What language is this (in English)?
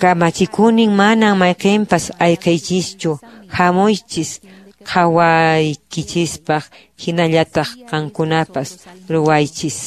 Quechua